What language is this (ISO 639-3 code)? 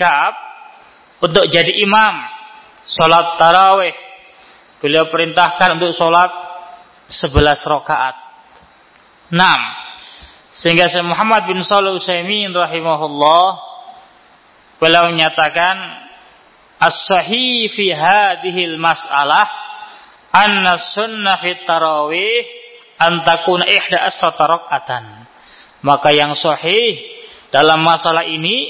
ind